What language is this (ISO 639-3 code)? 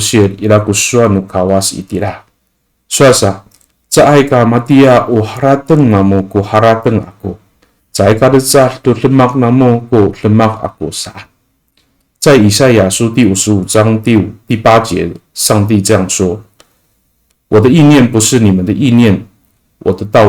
ami